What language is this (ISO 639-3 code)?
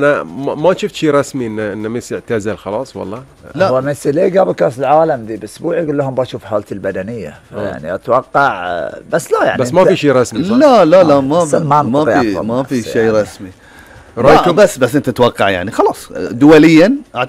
afb